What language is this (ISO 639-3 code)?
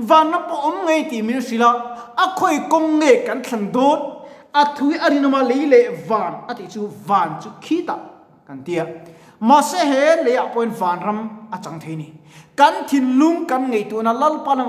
lus